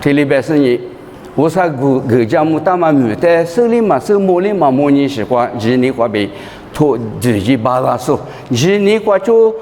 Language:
Lisu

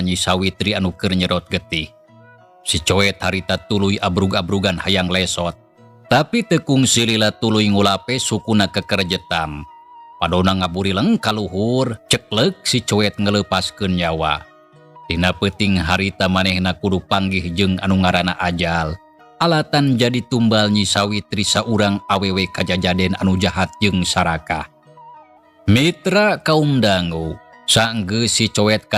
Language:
Sundanese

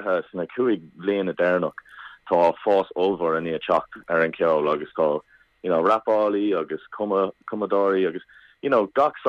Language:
Irish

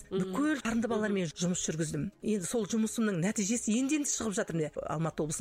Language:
Kazakh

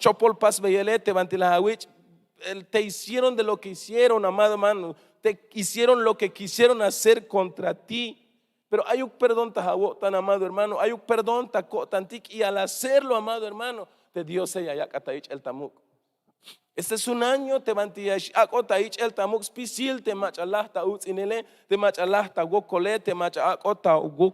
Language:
Tzeltal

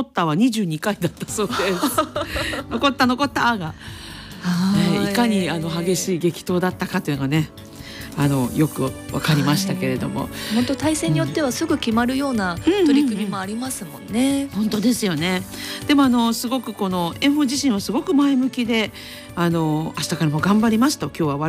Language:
Japanese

